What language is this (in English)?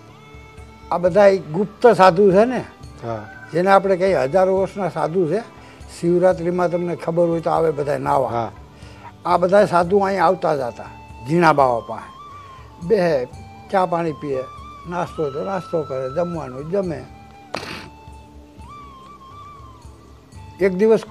Gujarati